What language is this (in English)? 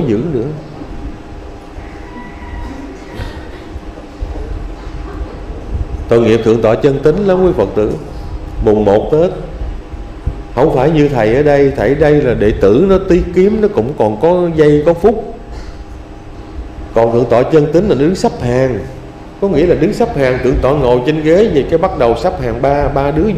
Vietnamese